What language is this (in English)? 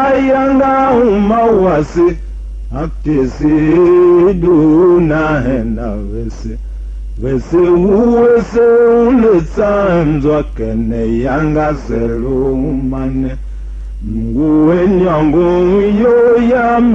Tiv